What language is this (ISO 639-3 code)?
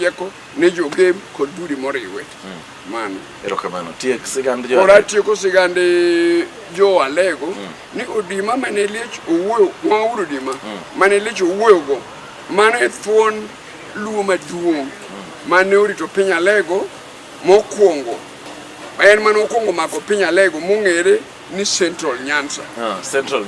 luo